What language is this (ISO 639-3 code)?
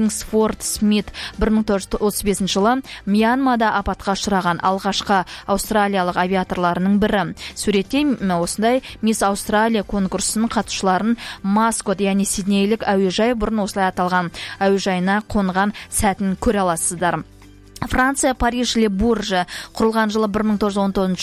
kaz